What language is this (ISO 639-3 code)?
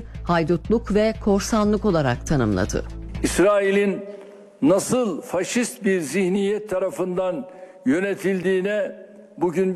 tur